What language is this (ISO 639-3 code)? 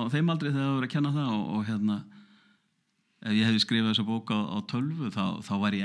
isl